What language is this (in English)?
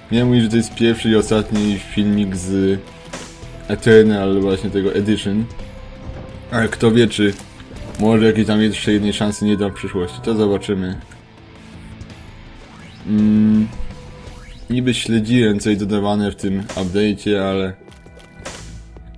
Polish